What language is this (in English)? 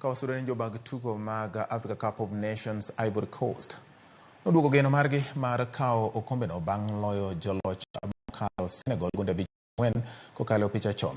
Luo (Kenya and Tanzania)